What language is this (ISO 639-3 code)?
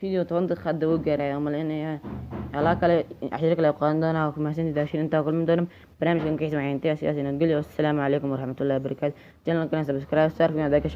som